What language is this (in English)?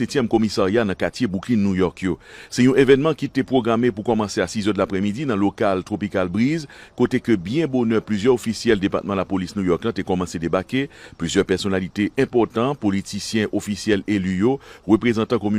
Haitian Creole